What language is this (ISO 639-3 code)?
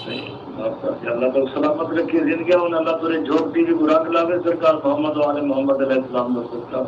skr